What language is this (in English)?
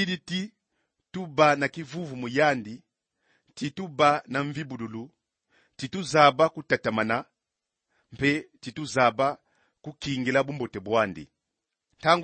Kongo